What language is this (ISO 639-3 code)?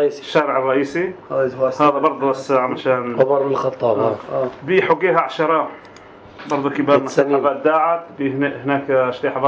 apc